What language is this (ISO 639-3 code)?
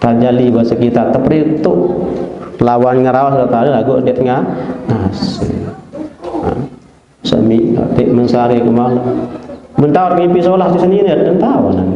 sas